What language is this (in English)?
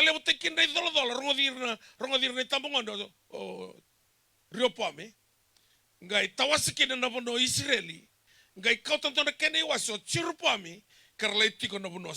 Fijian